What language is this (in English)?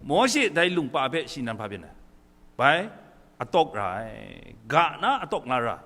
Kachin